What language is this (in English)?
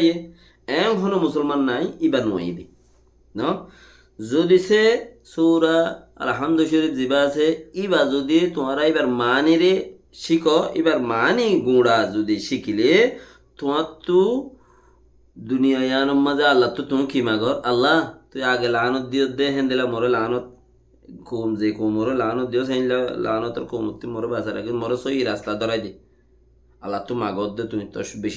Rohingya